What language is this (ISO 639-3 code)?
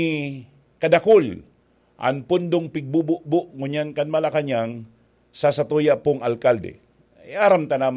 bik